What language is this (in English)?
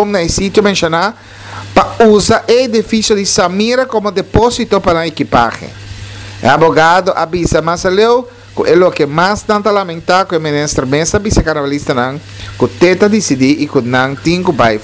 Papiamento